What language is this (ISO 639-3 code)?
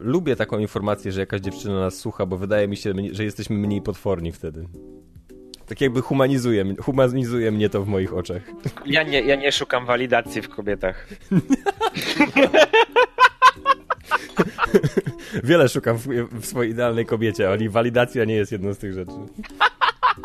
pol